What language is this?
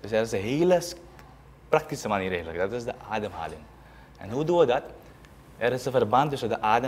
Dutch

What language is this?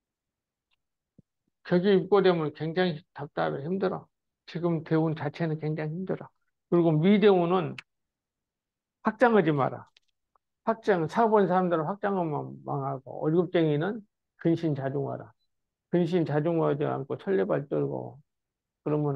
Korean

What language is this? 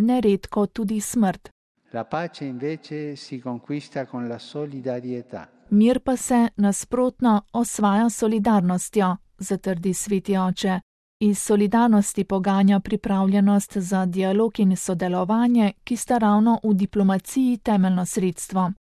Slovenian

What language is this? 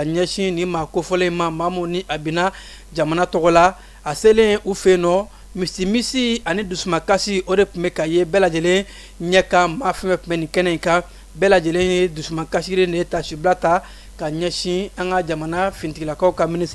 Bambara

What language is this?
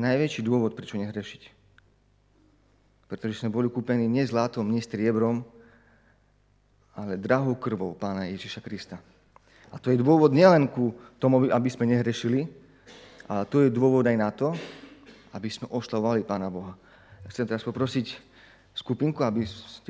Slovak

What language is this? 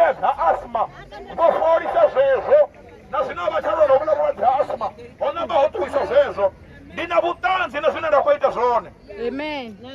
Venda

